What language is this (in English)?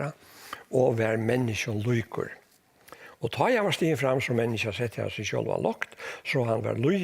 Faroese